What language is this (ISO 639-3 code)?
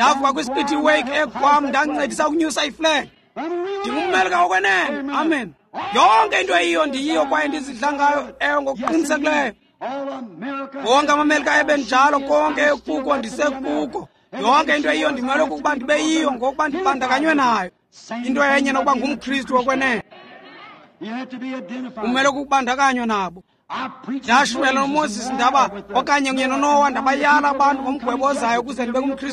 xho